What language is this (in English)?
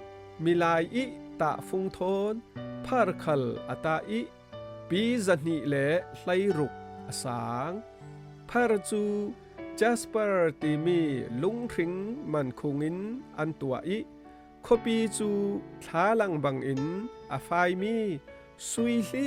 Falam Chin